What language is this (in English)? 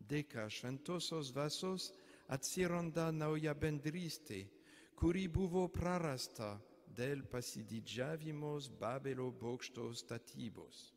Lithuanian